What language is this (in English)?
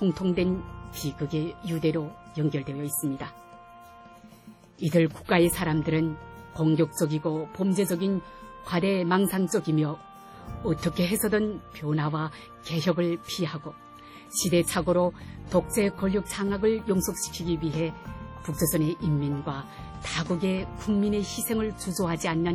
Korean